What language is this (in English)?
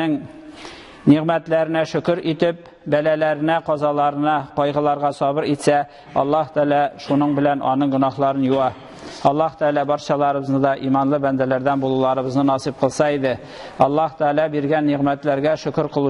Tatar